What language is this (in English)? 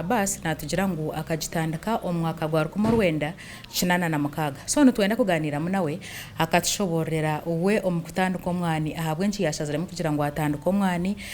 Nyankole